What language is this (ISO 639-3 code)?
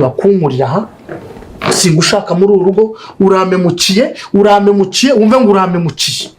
kin